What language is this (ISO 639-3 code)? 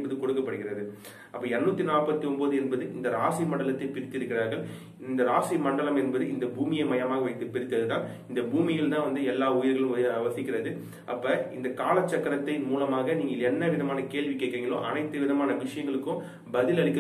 tam